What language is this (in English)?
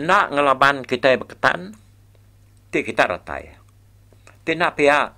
Iban